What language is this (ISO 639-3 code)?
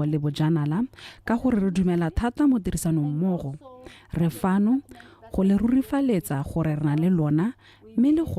tsn